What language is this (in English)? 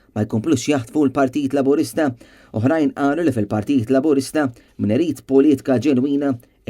Maltese